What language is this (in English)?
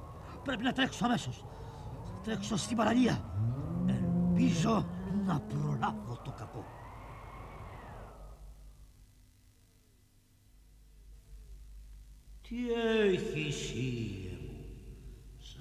Greek